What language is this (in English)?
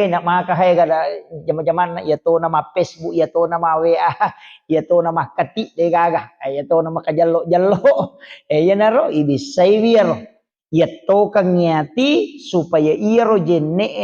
Buginese